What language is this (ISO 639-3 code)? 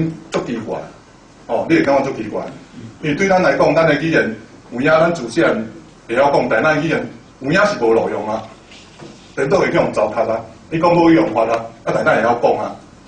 nan